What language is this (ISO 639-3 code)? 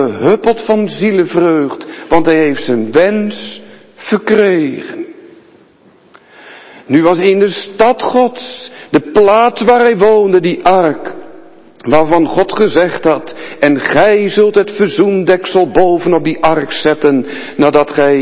nld